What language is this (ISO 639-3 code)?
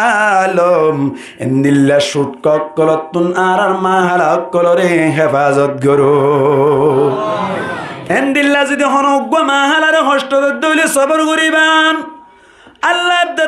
rhg